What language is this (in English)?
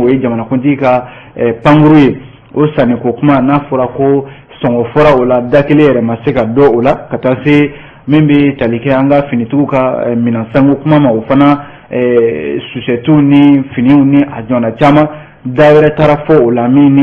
Bambara